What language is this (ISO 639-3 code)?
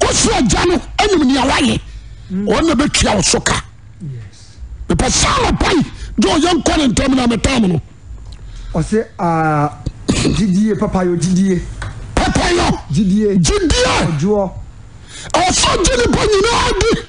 aka